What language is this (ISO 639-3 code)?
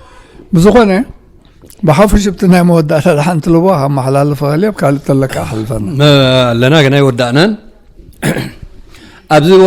tir